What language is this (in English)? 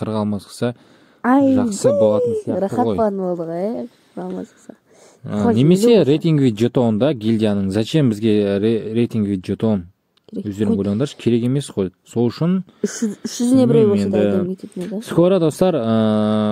Kazakh